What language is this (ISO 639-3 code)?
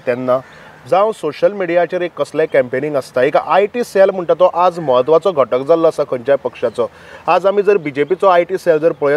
kok